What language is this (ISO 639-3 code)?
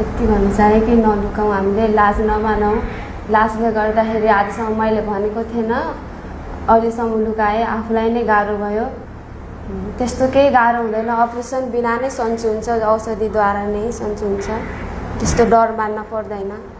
nep